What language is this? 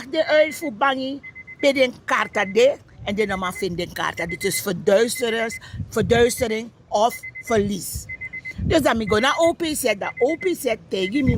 Sranan Tongo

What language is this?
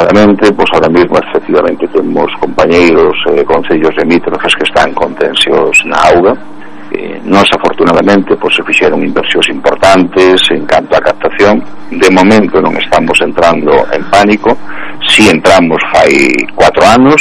Galician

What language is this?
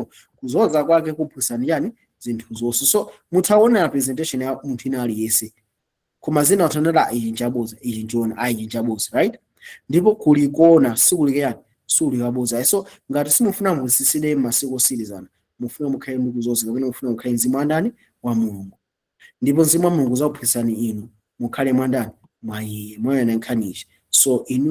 Nyanja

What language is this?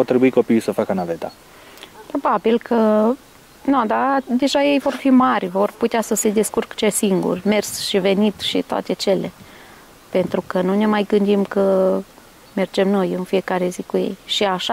Romanian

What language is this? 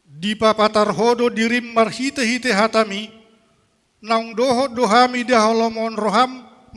Batak Toba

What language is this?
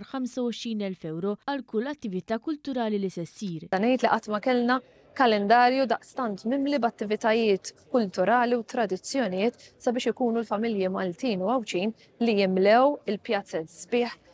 Maltese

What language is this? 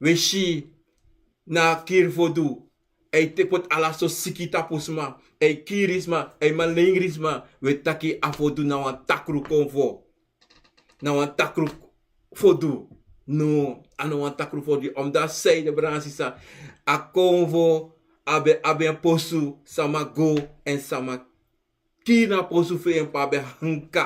Sranan Tongo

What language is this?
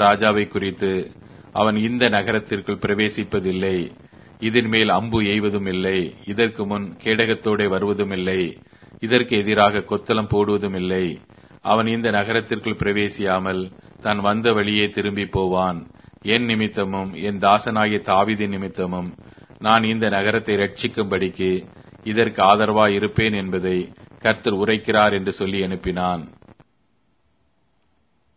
Tamil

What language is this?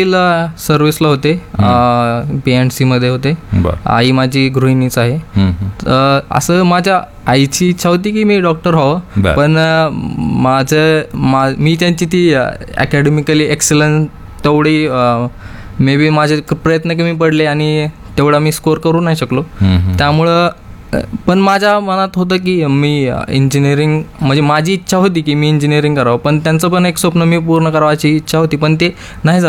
Marathi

